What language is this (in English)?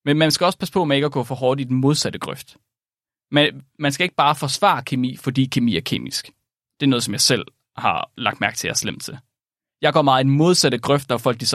Danish